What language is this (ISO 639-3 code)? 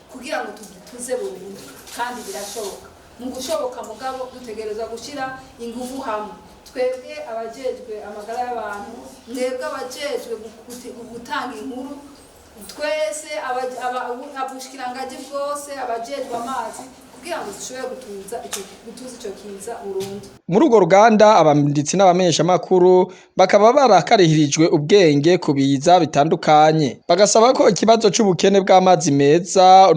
run